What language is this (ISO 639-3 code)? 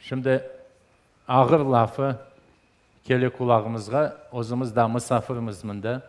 crh